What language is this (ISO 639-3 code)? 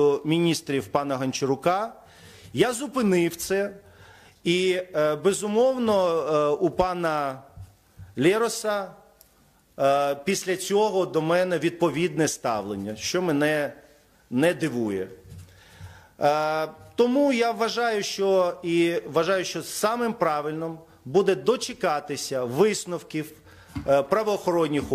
ukr